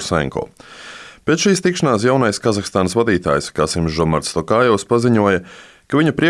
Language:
Latvian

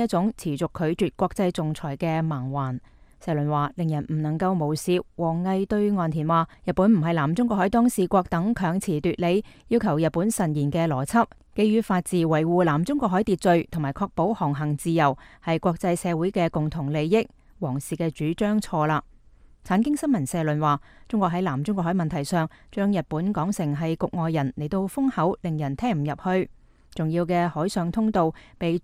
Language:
Cantonese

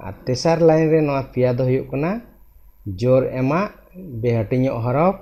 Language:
Santali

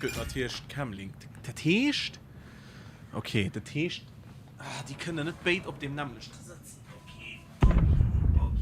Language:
Luxembourgish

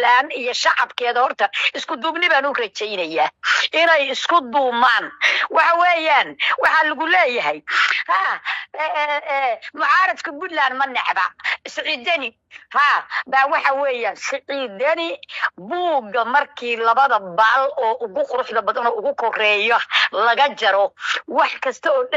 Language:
Somali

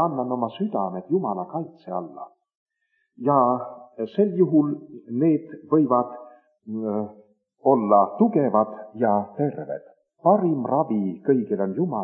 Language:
Estonian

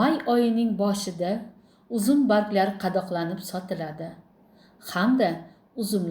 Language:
Uzbek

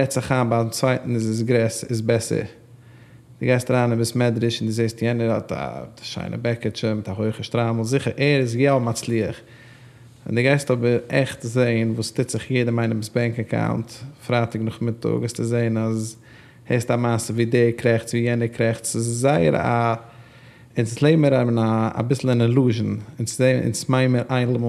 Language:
Yiddish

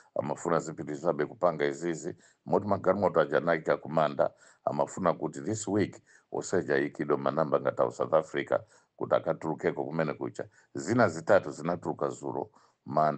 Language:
Nyanja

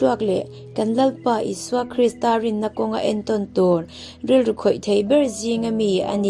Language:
Mizo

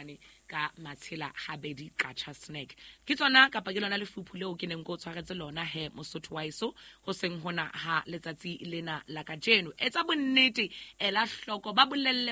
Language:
Southern Sotho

